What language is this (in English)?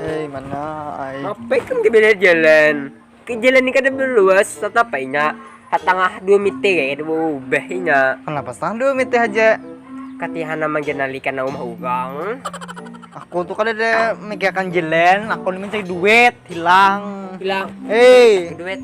Banjar